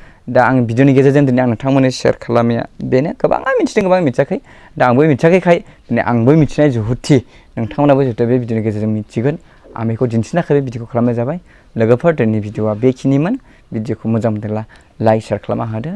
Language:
Bodo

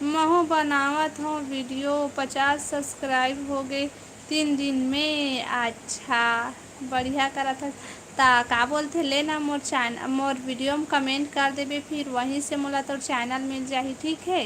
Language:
Chhattisgarhi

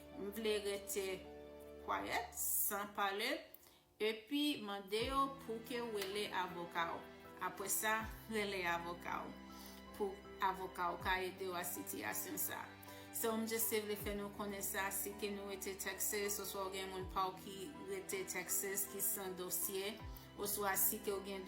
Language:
Haitian Creole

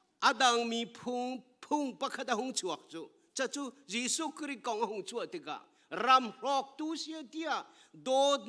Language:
Hakha Chin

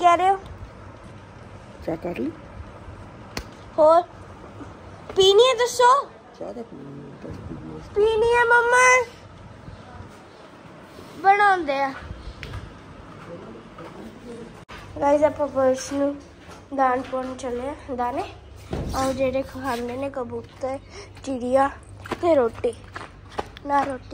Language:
Punjabi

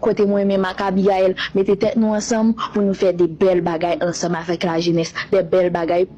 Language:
Haitian Creole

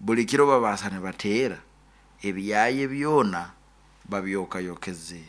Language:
Nyankole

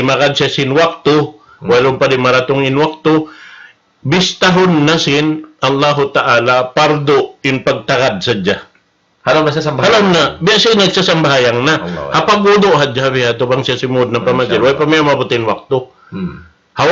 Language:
Tausug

